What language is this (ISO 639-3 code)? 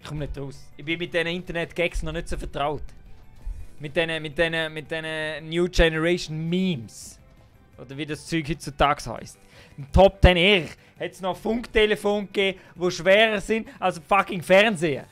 gsw